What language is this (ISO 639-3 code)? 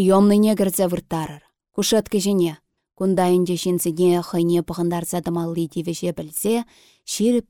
chv